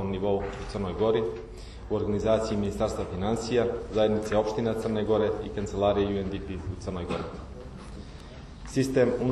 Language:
Serbian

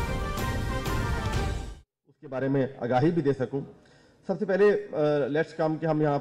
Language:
Urdu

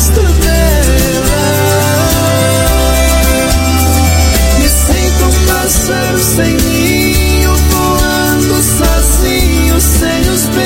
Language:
Portuguese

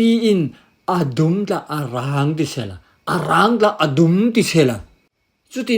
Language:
Falam Chin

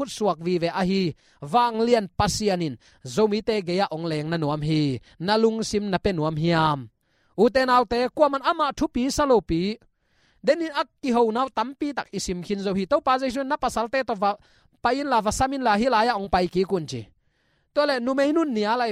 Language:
Tedim Chin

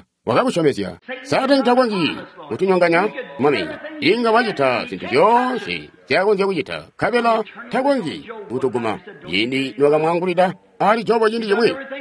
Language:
Tonga (Zambia)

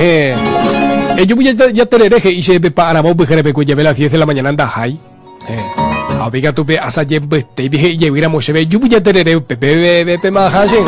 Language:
Guarani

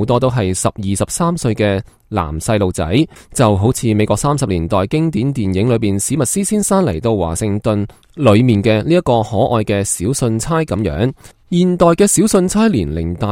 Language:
Cantonese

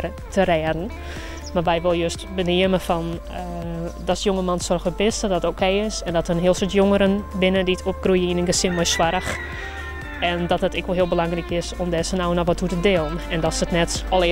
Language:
Western Frisian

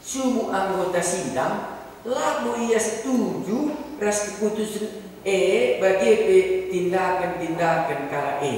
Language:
Batak Karo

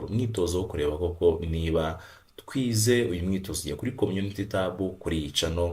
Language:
Kinyarwanda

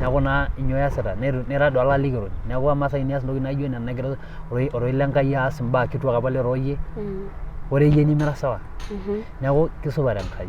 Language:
Masai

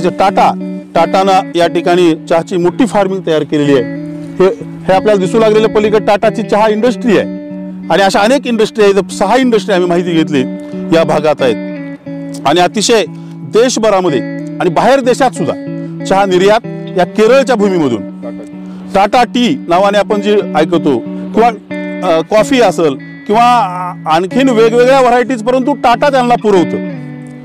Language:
Marathi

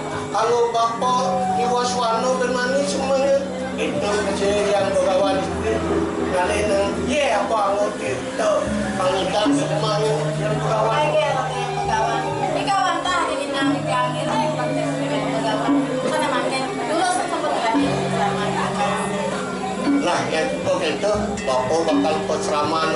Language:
Balinese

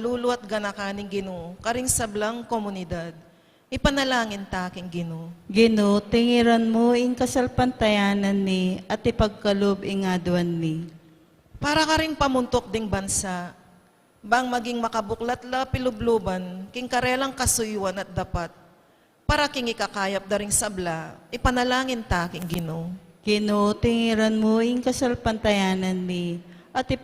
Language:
Pampanga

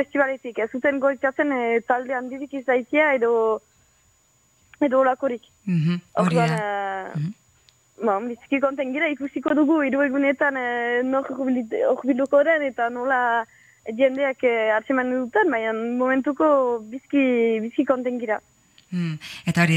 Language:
Basque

